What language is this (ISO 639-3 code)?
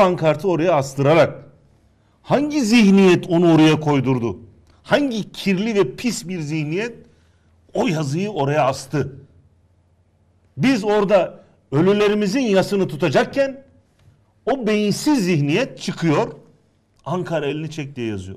tur